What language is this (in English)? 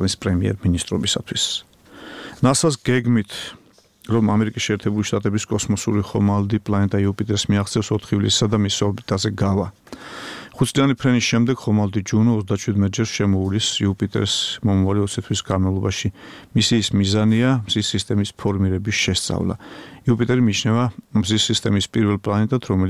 Georgian